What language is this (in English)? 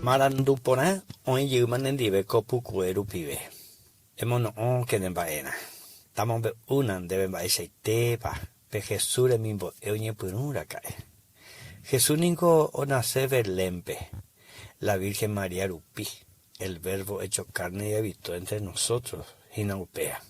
Guarani